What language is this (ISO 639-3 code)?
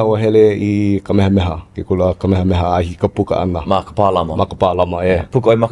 haw